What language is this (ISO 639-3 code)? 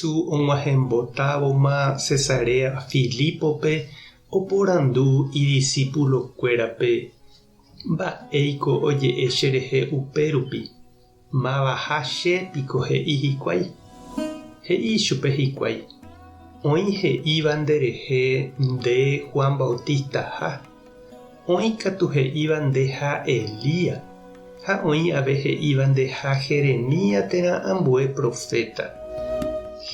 grn